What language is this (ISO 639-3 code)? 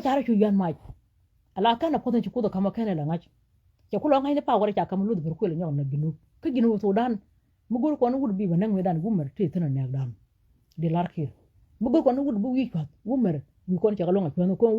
nus